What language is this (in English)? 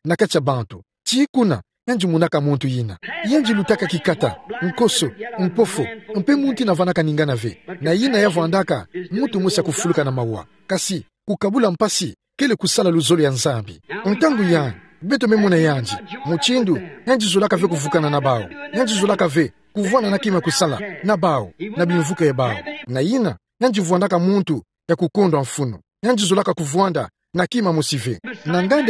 Kituba (Democratic Republic of Congo)